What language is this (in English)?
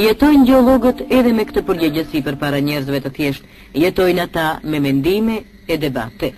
Albanian